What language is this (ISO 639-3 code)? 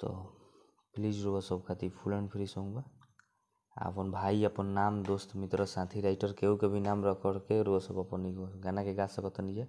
bho